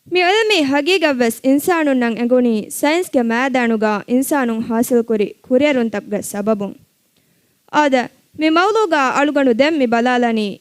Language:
Divehi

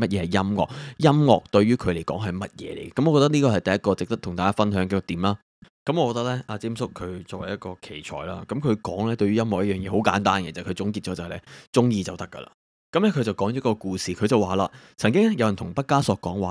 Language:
Cantonese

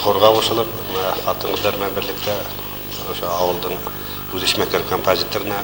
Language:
Bashkir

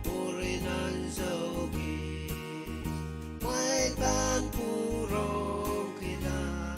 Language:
Pohnpeian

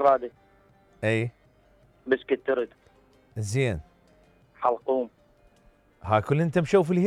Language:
Mesopotamian Arabic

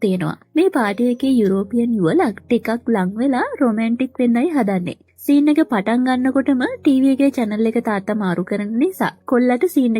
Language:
Sinhala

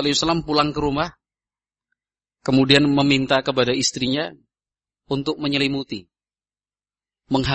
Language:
Indonesian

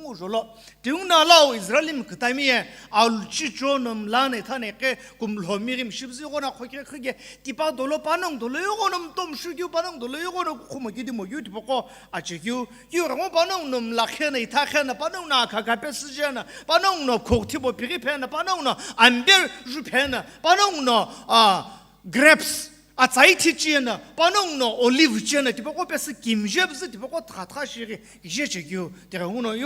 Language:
Sumi Naga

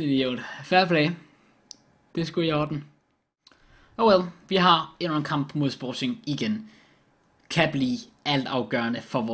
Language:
Danish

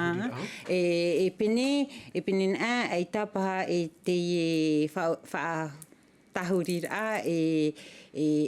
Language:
Tahitian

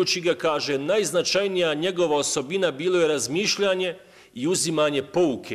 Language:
Bosnian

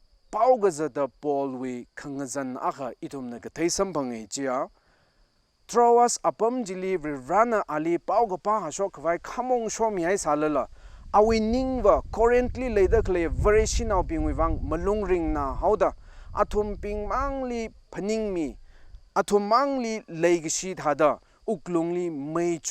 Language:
Tangkhul Naga (India)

